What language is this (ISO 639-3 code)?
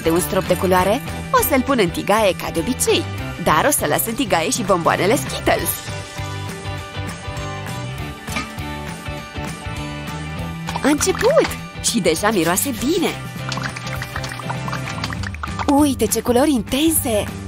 ron